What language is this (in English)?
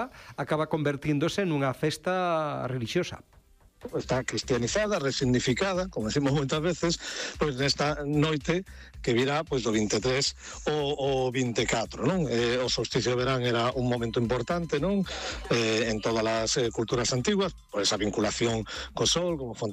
Galician